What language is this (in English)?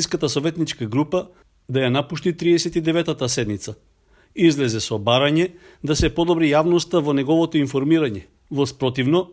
Macedonian